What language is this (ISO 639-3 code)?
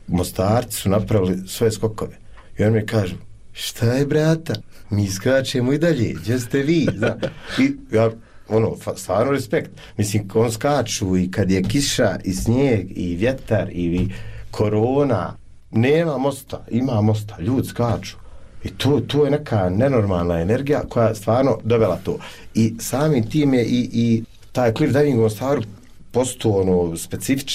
bos